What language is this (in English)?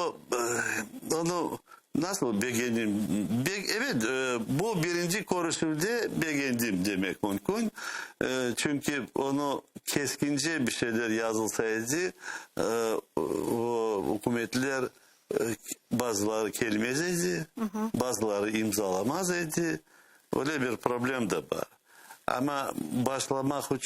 Crimean Tatar